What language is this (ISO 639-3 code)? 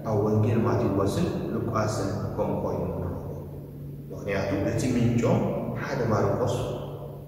tir